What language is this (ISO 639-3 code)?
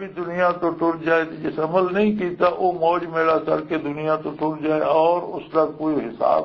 lah